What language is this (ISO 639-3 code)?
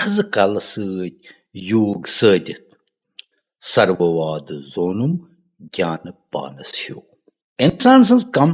kas